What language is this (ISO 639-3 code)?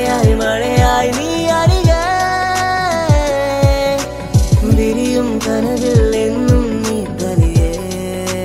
mal